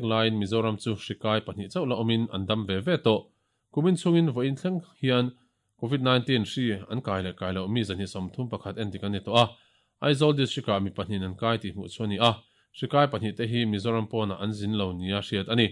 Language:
Mizo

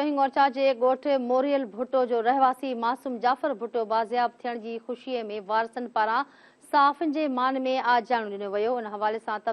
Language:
Sindhi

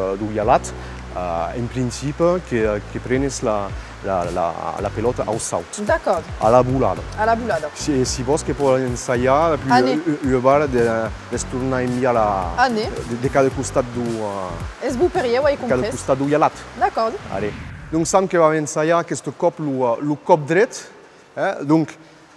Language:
Occitan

